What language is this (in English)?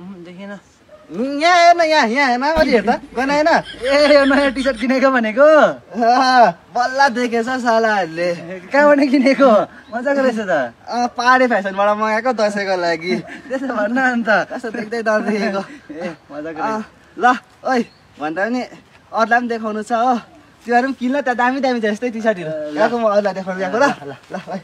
Nepali